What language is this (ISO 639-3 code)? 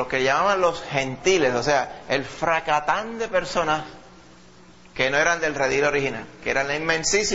spa